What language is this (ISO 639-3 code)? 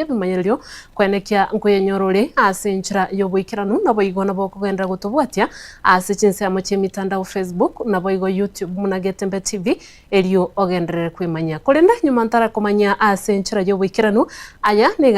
guz